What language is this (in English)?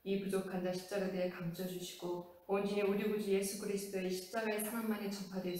Korean